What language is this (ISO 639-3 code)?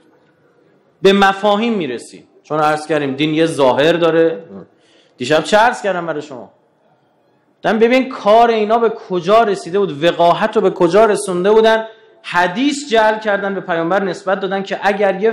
fas